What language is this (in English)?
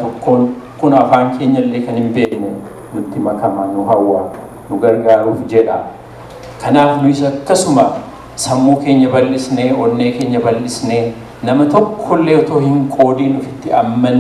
Oromo